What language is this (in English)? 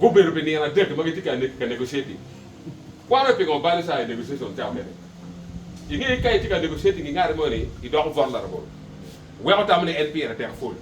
Acoli